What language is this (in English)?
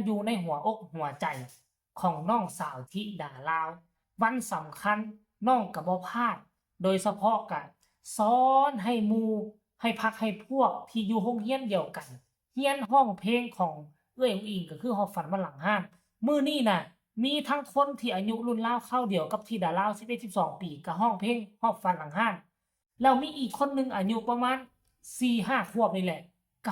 Northeastern Thai